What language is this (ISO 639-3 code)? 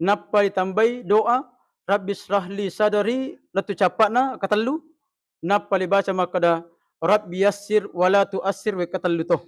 bug